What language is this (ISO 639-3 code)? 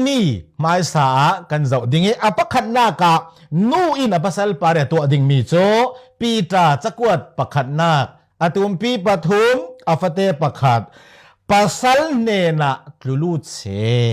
cfm